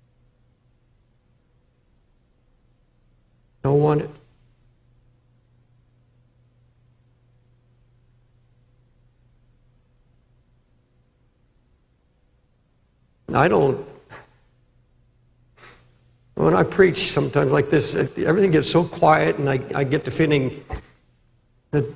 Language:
English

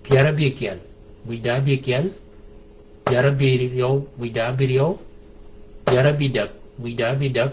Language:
Shilluk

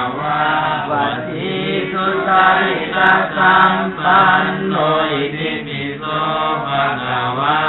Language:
Pali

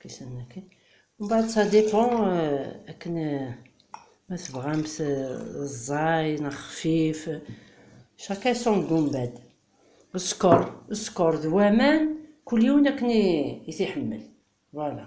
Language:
Kabyle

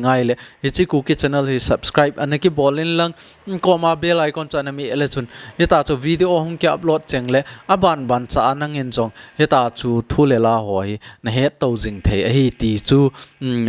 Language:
Thado Chin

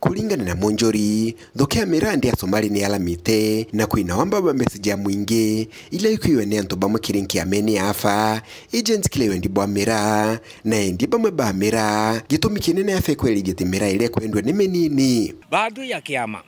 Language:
Meru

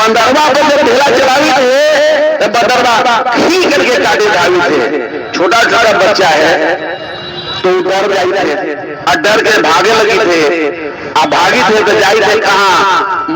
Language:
Magahi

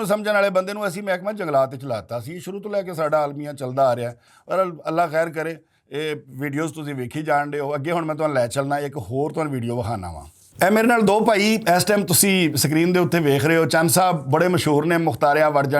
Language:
Western Panjabi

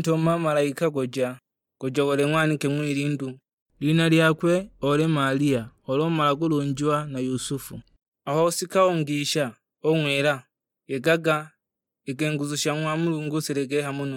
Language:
Sukuma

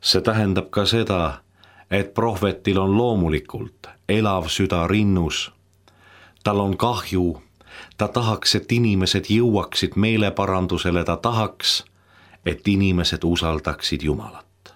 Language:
Estonian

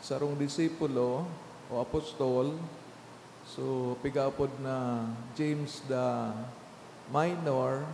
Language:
Bikol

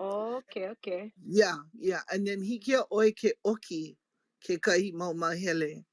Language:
Hawaiian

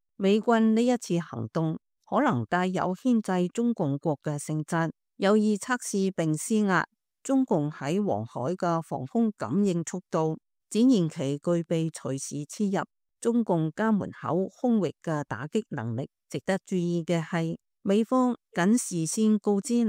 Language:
Cantonese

